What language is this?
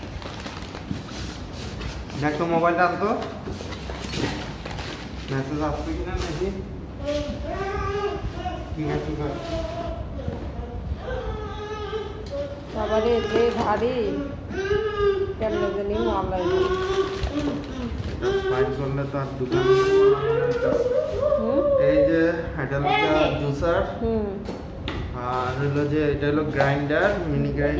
Bangla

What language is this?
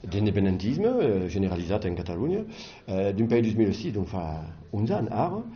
Occitan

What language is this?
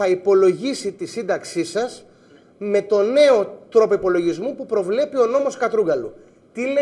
Greek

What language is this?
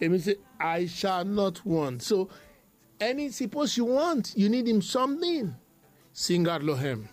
Bislama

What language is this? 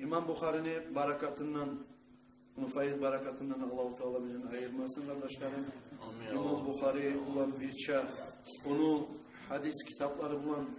Kumyk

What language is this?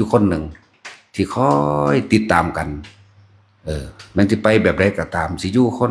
Northeastern Thai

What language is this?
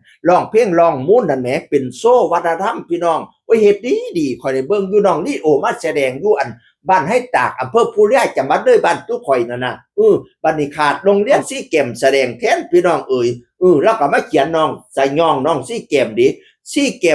Northeastern Thai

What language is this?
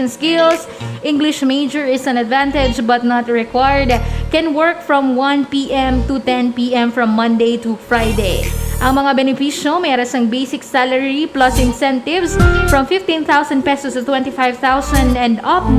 Hiligaynon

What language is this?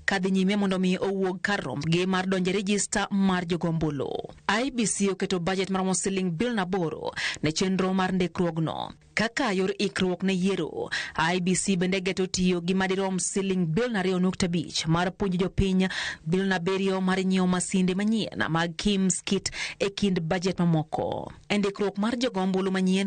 Luo (Kenya and Tanzania)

